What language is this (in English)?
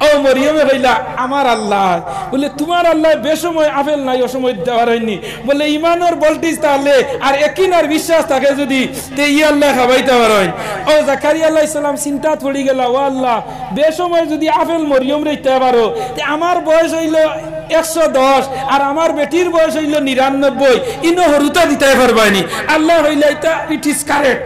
Sylheti